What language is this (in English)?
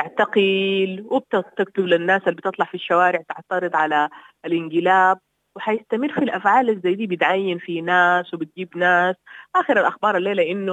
Sudanese Arabic